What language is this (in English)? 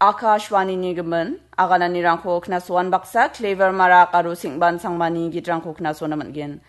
Garo